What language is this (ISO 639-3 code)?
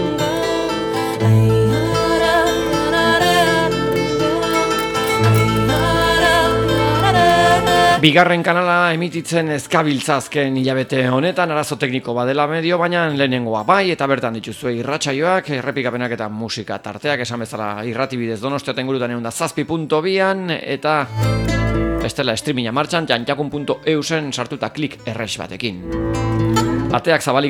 eus